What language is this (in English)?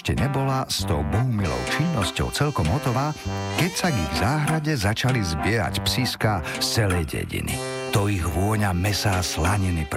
Slovak